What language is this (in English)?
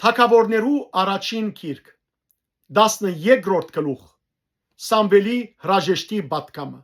Western Armenian